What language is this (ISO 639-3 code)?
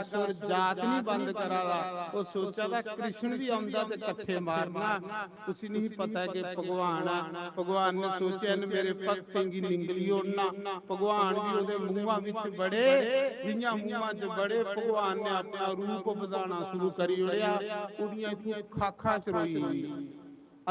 doi